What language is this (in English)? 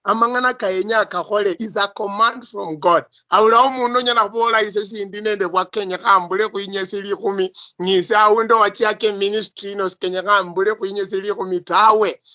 Luyia